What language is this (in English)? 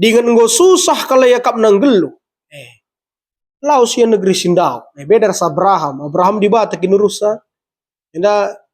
Batak Karo